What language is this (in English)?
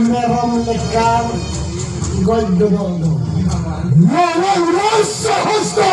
Santali